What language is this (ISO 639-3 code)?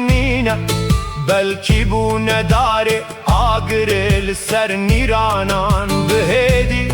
kur